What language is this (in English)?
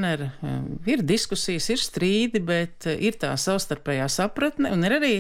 Latvian